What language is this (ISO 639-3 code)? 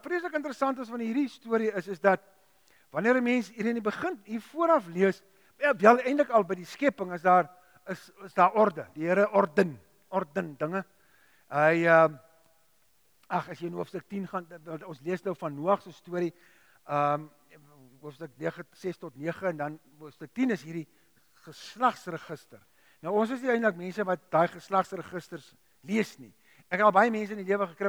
afr